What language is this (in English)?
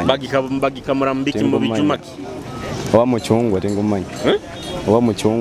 Nyoro